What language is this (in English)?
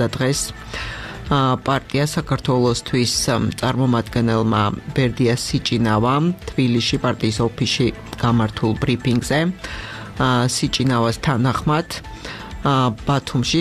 Georgian